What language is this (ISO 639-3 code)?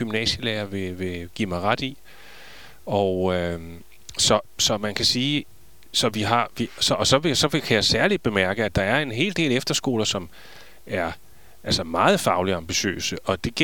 dan